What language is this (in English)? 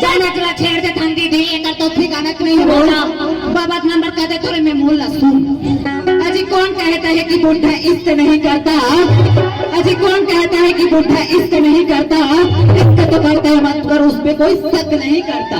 Chhattisgarhi